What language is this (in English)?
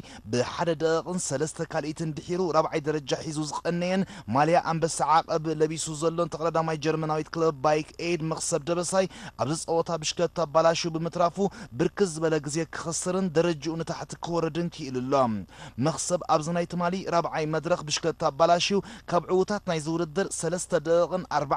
Tigrinya